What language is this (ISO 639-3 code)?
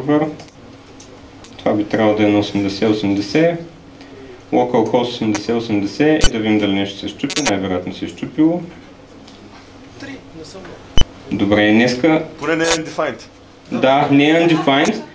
bul